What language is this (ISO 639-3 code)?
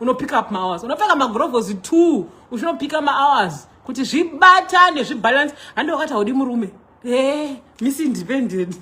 sna